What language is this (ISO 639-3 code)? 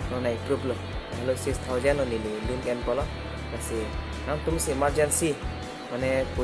mjw